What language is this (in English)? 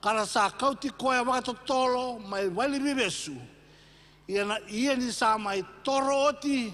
Fijian